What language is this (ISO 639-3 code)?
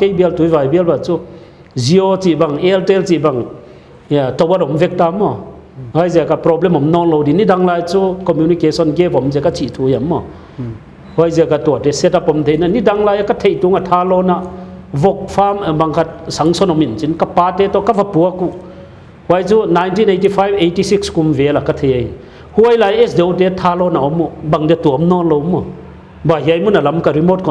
pck